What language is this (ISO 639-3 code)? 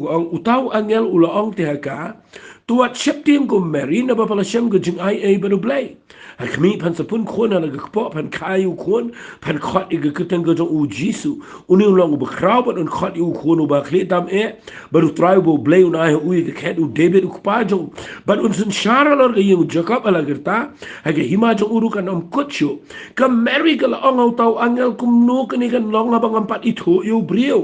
kha